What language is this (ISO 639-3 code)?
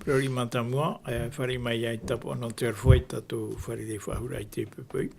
tah